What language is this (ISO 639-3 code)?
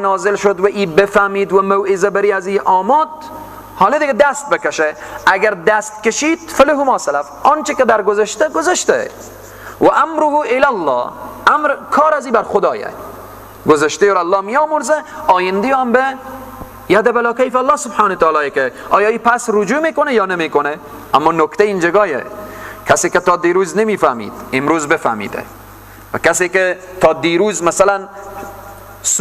fas